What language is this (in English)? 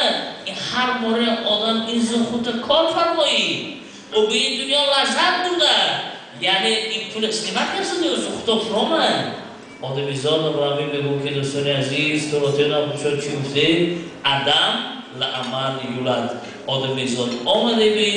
Persian